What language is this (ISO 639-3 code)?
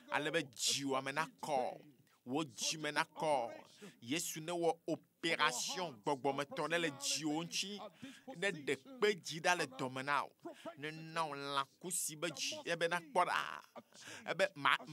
ewe